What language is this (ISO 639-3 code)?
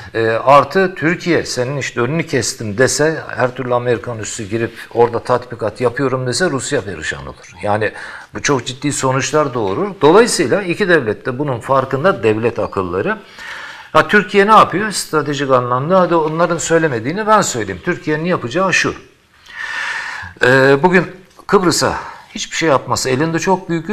tur